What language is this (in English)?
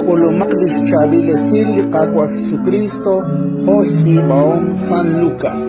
Kekchí